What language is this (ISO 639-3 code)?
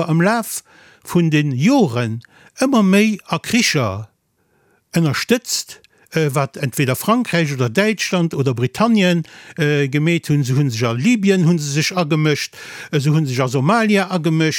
ltz